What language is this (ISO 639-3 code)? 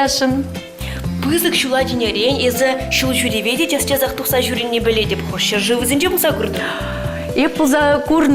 chv